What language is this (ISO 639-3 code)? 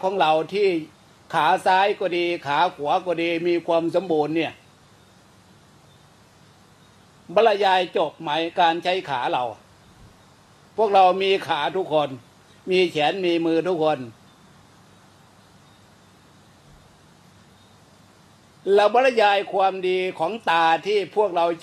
tha